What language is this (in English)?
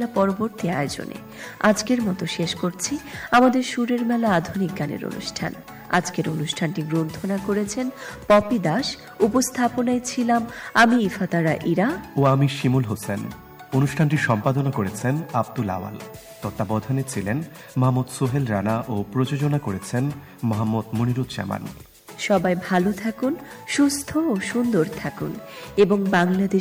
Bangla